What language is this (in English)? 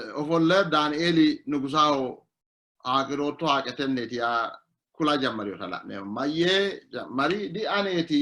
Sidamo